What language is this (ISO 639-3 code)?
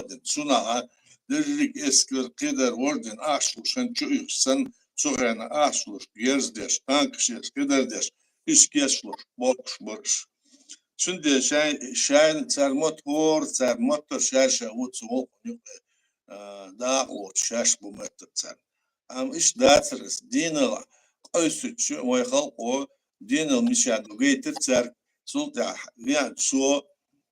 che